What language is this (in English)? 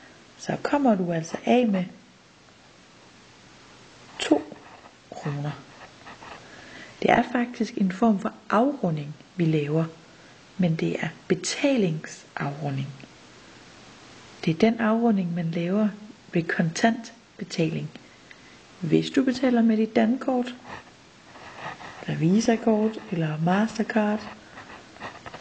Danish